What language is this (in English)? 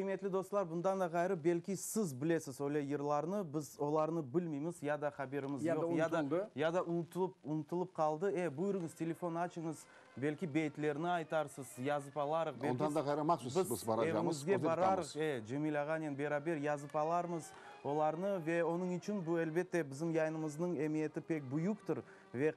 Crimean Tatar